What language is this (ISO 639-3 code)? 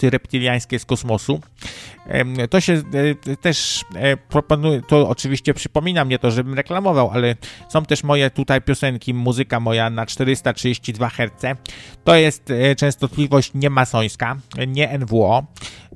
pol